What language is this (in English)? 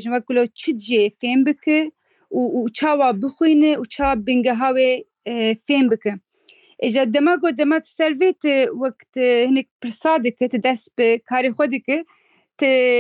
Kurdish